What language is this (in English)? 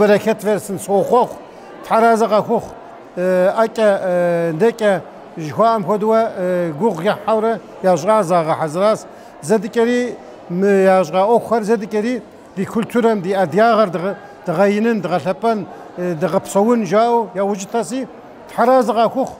Kabardian